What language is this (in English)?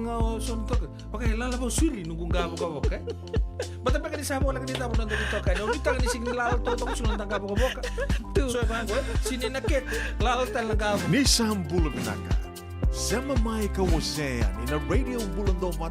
Fijian